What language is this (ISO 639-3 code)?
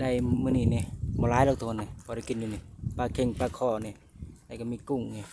lao